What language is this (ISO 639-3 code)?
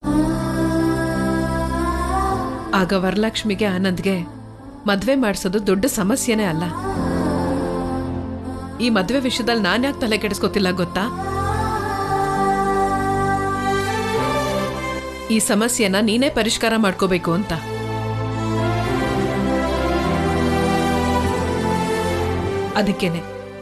kan